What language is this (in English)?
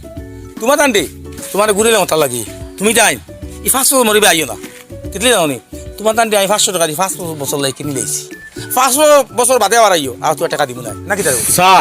Sylheti